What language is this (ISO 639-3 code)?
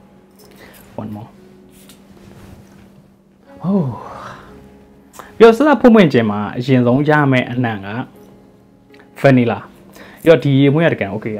mya